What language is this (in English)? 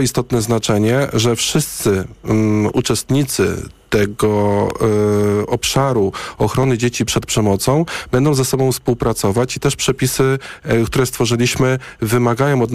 Polish